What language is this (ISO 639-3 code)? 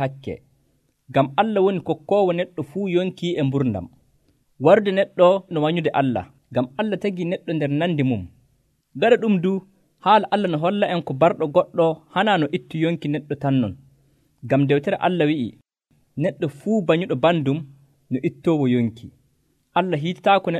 fuv